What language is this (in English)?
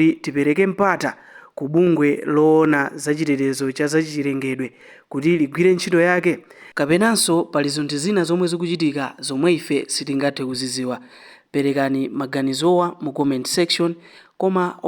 Nyanja